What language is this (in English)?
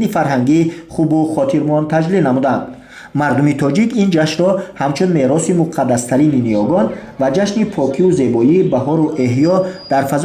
Tajik